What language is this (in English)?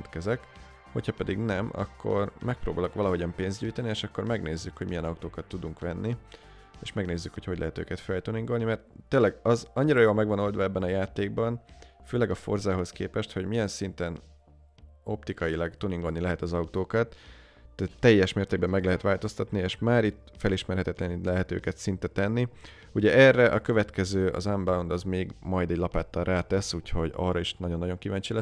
Hungarian